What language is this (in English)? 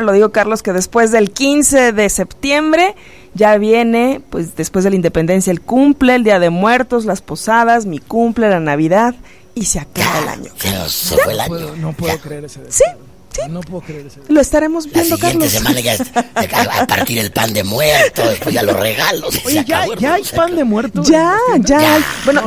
Spanish